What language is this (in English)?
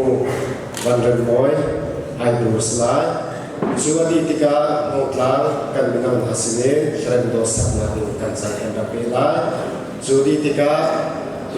Hakha Chin